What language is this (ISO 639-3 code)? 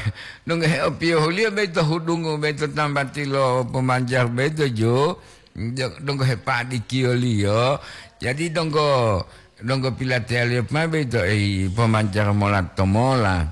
gor